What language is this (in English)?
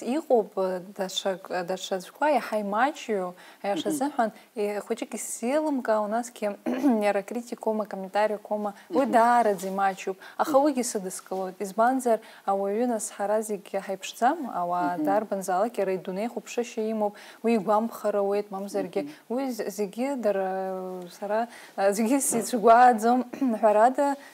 Abkhazian